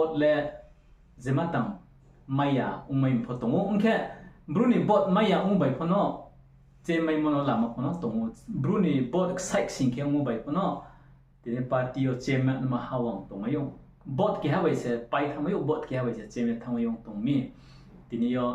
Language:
Riang (India)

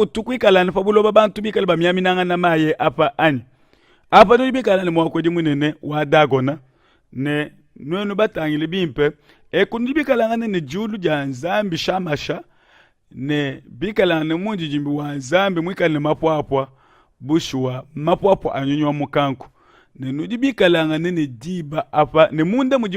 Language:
Luba-Lulua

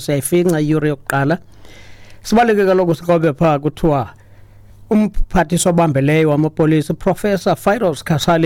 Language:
Xhosa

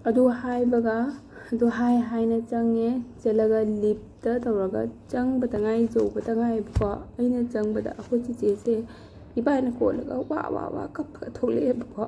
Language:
Manipuri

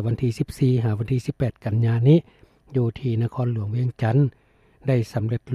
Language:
Lao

